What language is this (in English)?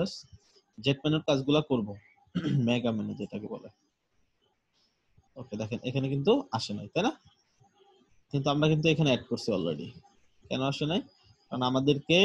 Bangla